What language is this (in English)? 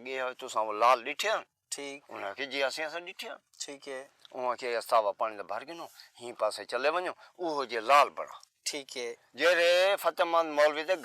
Saraiki